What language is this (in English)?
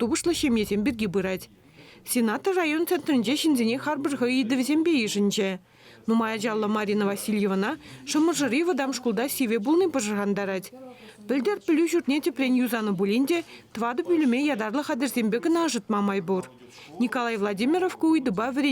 Chuvash